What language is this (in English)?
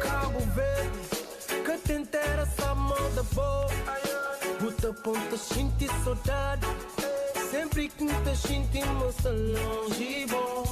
Kabuverdianu